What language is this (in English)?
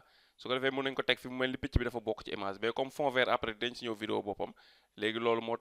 Wolof